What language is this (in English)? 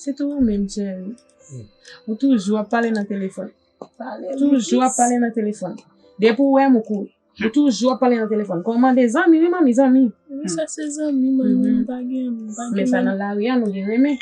Haitian Creole